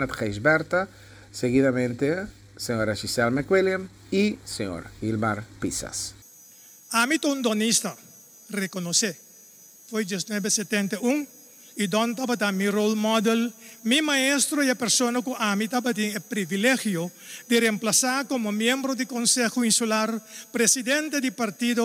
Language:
Papiamento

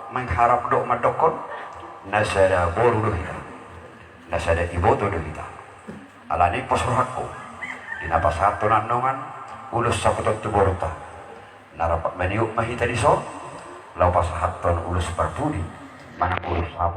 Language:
Batak Toba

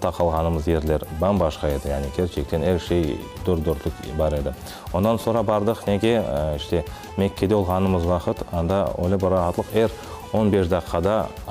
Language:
Crimean Tatar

